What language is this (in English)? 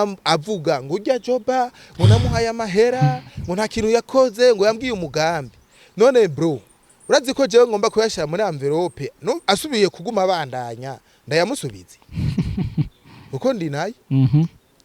Rundi